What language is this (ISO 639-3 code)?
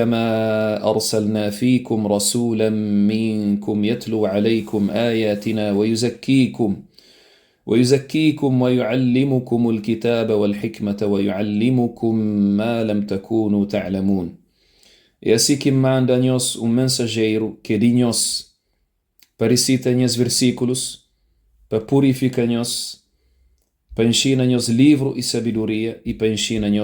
kea